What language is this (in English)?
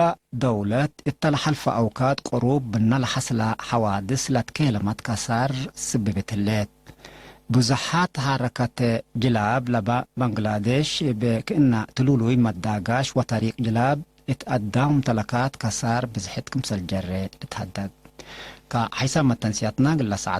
Tigre